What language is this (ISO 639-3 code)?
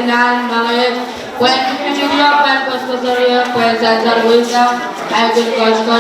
pon